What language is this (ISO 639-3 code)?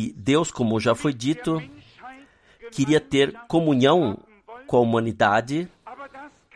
por